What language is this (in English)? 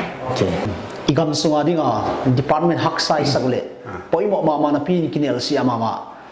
Paite Chin